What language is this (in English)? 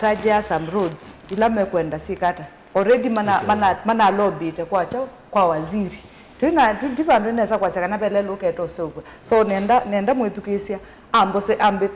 Kamba